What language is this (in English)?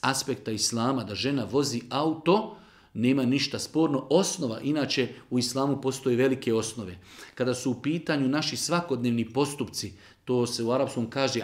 Bosnian